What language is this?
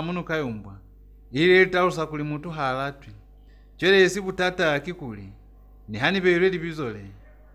Lozi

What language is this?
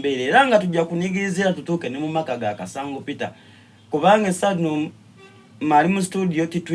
Soga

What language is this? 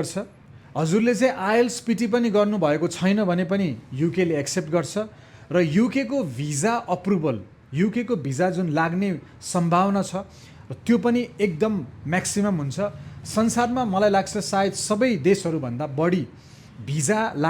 Nepali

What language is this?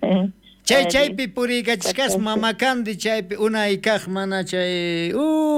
South Bolivian Quechua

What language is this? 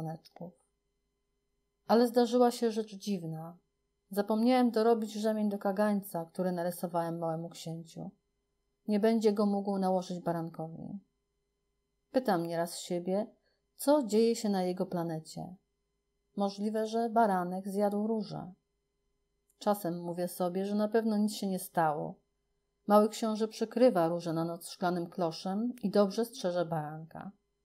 Polish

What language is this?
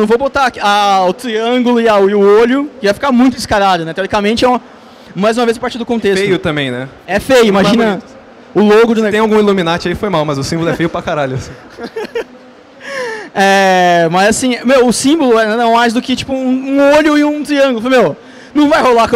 Portuguese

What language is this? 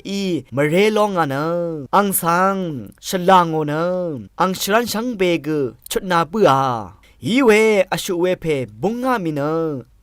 Rawang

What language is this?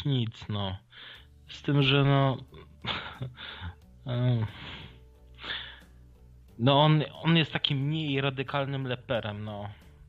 Polish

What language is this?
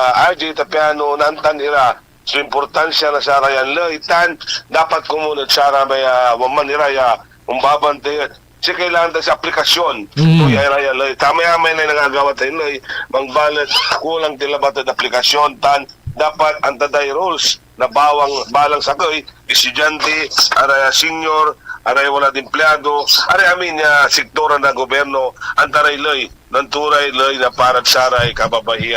Pangasinan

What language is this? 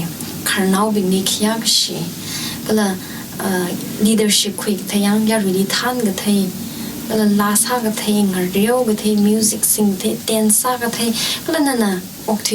Tangkhul Naga (India)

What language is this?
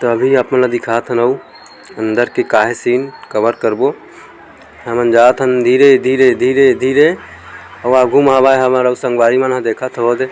Chhattisgarhi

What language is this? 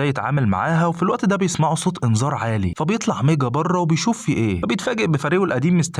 Egyptian Arabic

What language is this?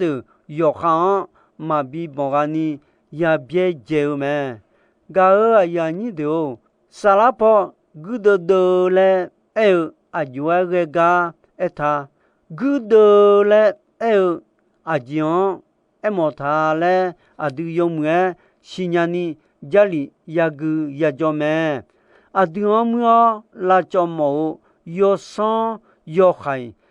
Akha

